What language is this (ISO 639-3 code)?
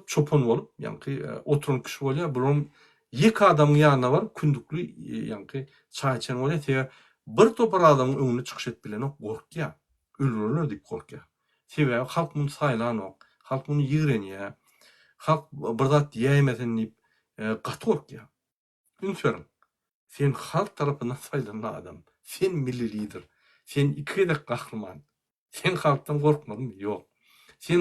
tuk